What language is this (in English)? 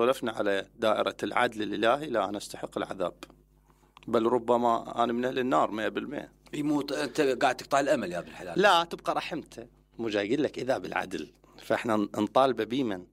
Mesopotamian Arabic